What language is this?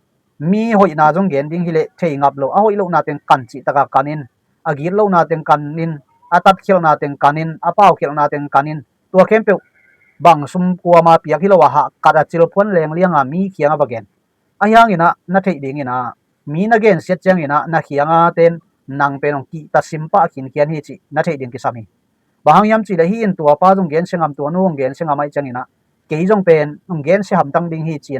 Tedim Chin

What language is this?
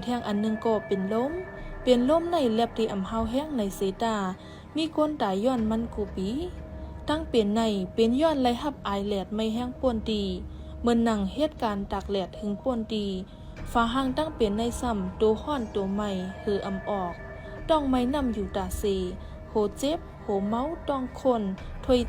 Shan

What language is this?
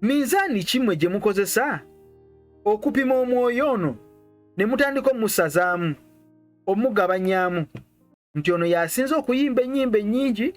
Ganda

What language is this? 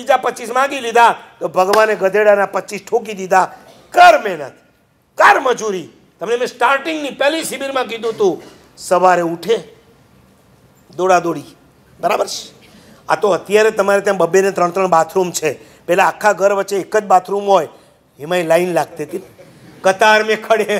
Gujarati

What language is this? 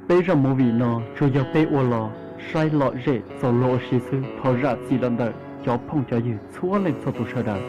Hmong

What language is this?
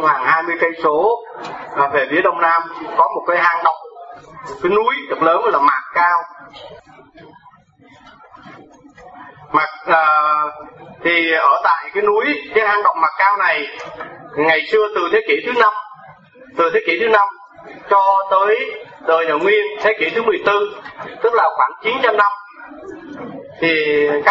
Vietnamese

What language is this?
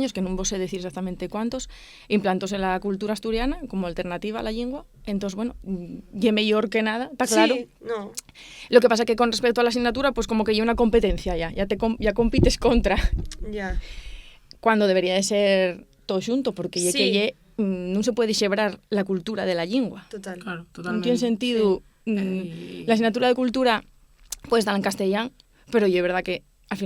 Asturian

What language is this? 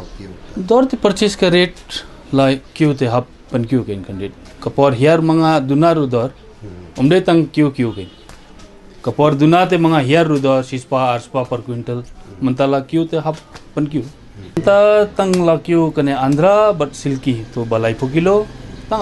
Khasi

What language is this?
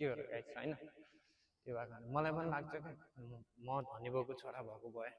Nepali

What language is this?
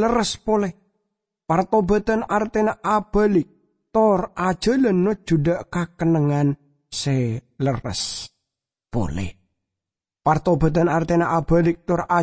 Madurese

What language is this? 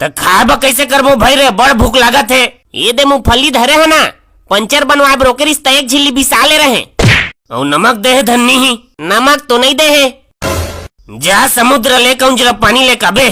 Chhattisgarhi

